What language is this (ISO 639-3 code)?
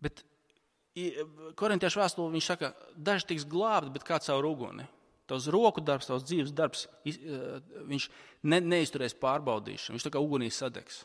lav